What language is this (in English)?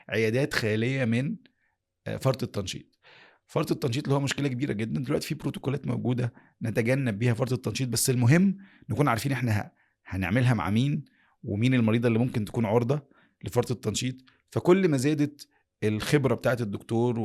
Egyptian Arabic